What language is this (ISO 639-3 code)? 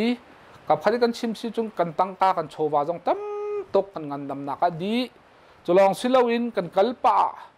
cnh